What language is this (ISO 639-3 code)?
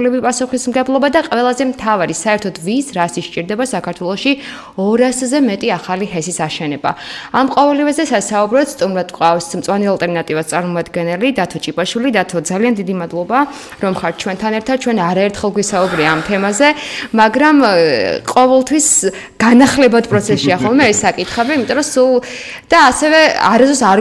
kat